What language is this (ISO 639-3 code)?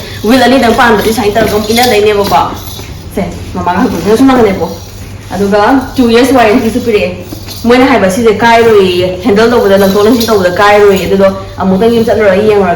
mni